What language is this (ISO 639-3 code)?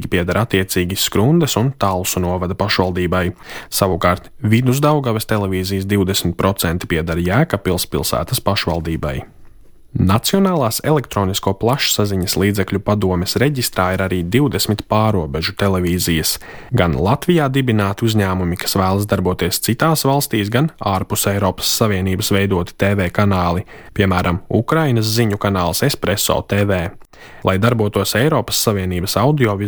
lav